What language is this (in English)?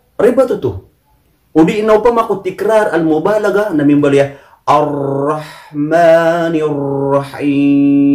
Maranao